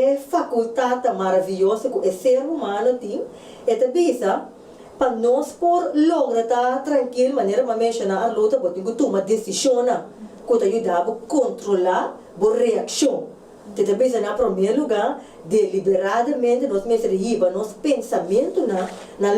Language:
Papiamento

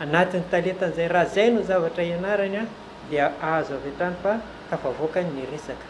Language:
Malagasy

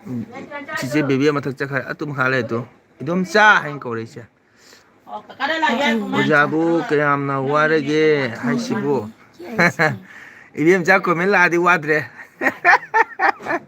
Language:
Manipuri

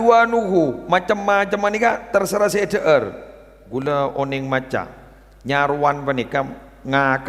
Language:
Madurese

